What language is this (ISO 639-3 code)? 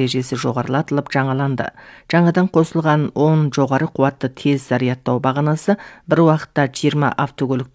kaz